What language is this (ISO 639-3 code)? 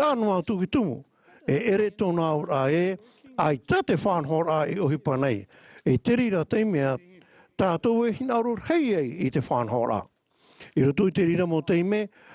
tah